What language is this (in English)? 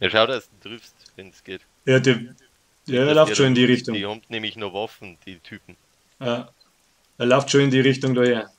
Bavarian